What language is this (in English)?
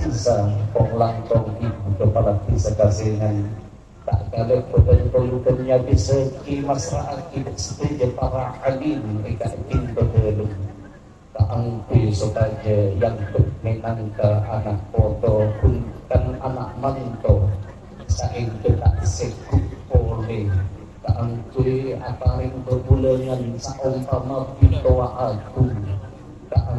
Madurese